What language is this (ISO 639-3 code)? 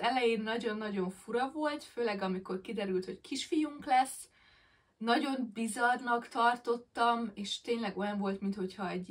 hun